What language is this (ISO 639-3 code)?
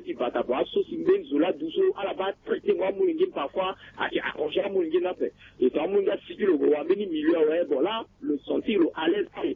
sag